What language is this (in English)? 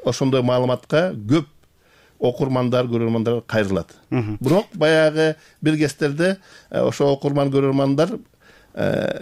Kyrgyz